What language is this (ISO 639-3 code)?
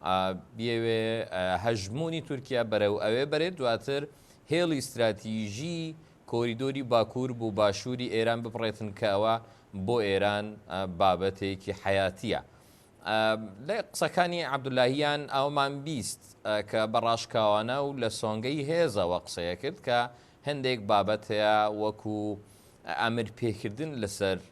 ckb